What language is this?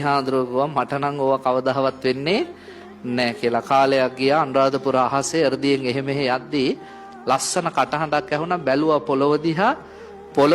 Sinhala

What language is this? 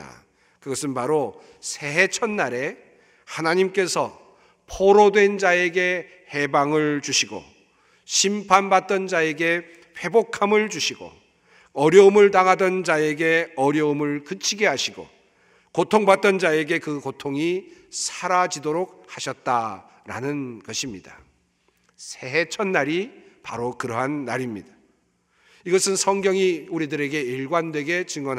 Korean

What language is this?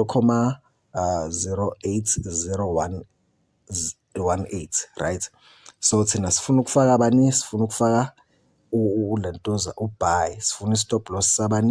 Zulu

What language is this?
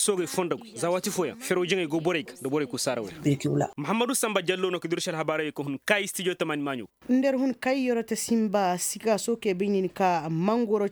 Koyraboro Senni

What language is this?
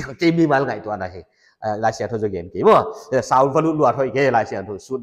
Paite Chin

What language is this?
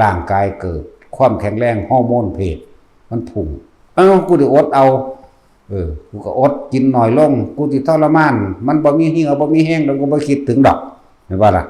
Northeastern Thai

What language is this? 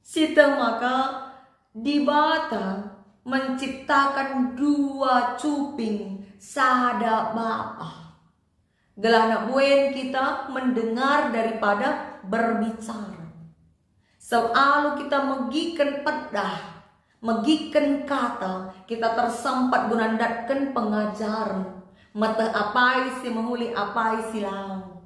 Batak Karo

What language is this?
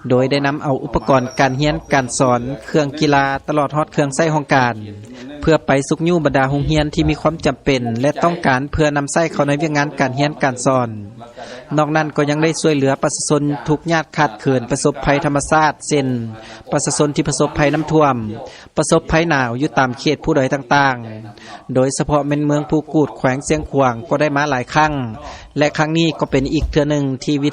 Lao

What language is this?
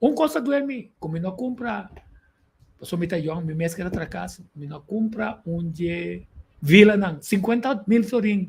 Papiamento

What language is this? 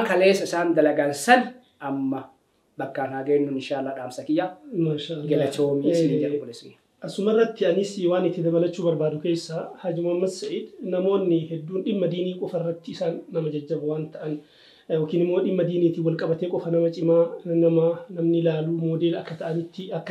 Oromo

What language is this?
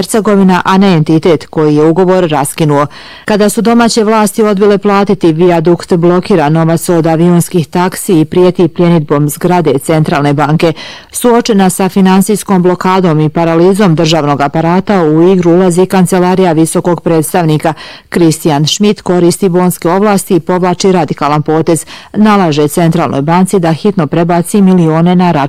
Bosnian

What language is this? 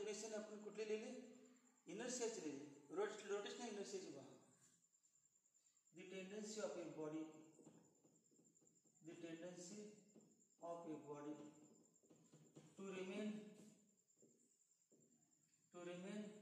Marathi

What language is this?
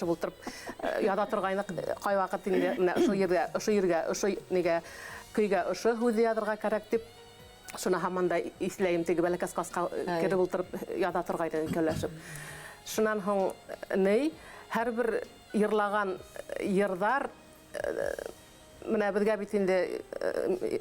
Bashkir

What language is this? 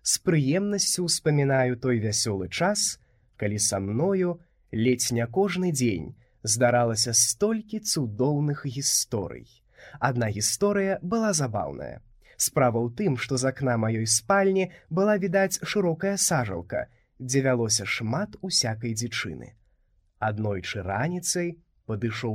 Belarusian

